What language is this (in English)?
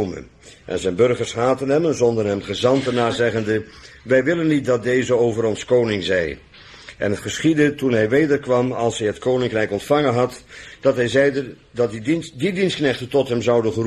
Dutch